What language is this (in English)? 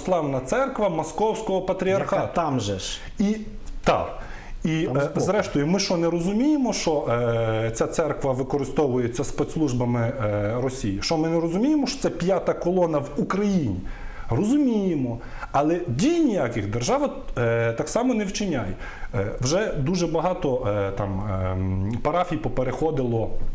Ukrainian